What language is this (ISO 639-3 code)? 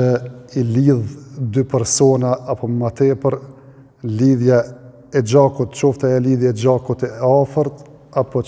sqi